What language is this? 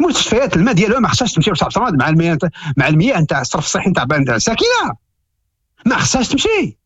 Moroccan Arabic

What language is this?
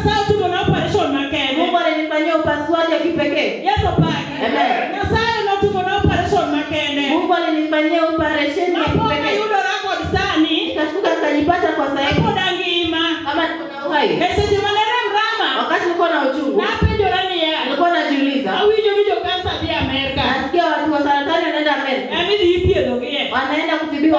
Luo (Kenya and Tanzania)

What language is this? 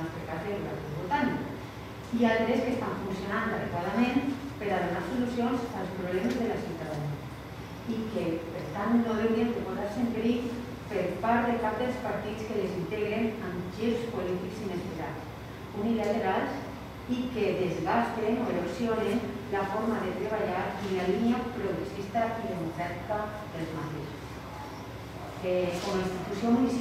Catalan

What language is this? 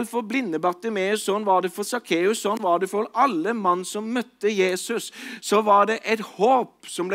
Norwegian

